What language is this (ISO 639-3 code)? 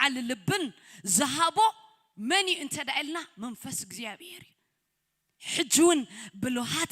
tir